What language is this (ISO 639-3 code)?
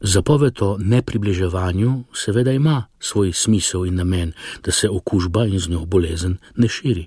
slv